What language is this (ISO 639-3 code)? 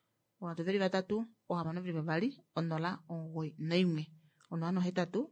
kua